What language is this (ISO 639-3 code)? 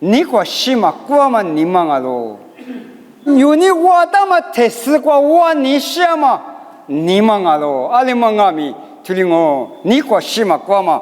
lis